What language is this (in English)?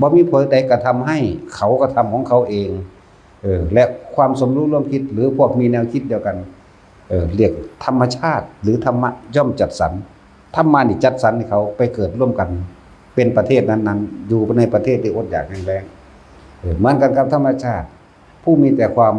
Northeastern Thai